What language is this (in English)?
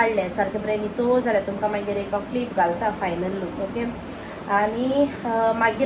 Konkani